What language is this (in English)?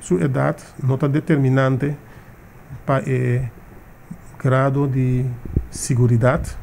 Papiamento